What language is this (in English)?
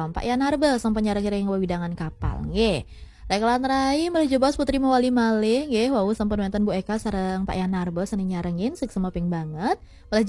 Balinese